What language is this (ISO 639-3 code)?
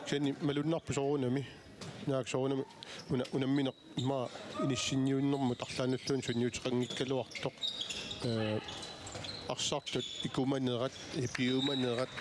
kal